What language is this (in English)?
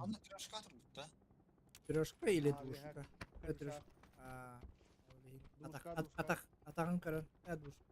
Yakut